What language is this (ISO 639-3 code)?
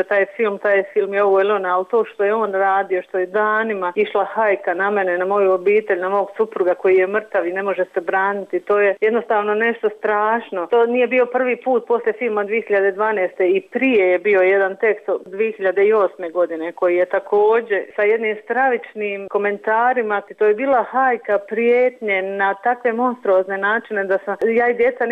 bos